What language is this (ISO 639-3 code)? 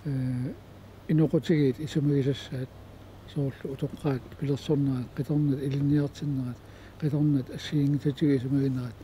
kal